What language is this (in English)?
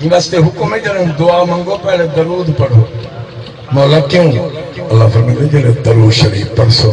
Saraiki